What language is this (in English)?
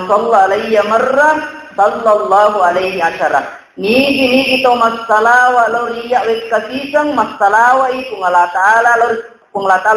Buginese